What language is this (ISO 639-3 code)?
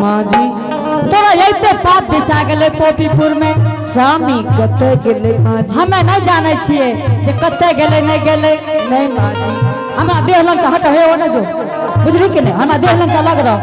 anp